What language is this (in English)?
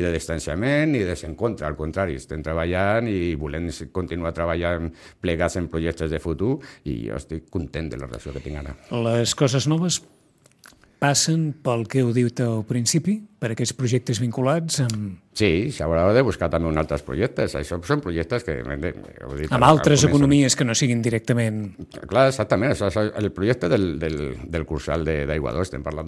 Catalan